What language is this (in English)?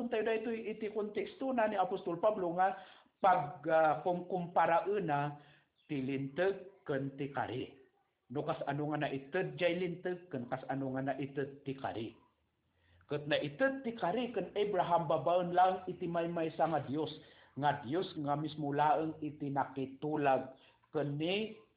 Iloko